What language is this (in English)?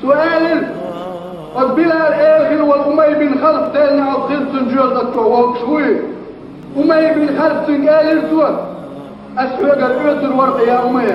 Chechen